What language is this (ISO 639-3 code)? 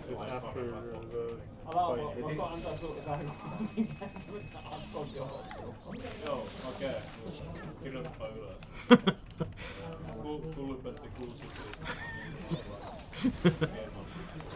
fin